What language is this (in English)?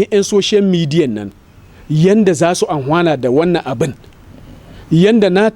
Hausa